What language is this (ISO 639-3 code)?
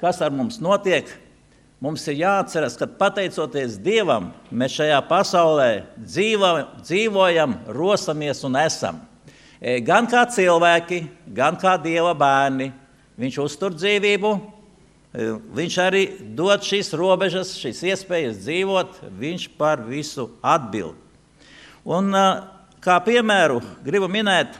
lav